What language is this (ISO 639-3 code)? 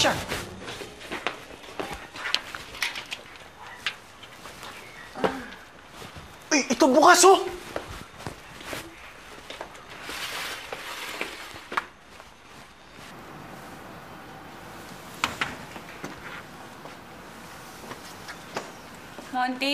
fil